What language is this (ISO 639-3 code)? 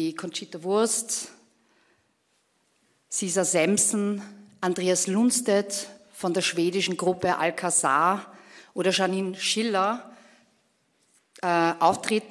deu